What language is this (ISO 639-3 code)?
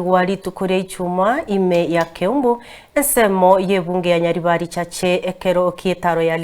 guz